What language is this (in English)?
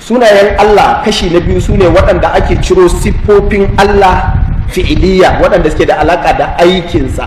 Hausa